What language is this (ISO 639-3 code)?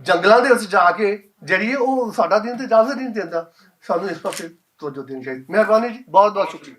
lah